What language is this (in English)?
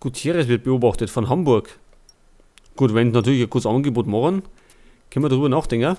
Bavarian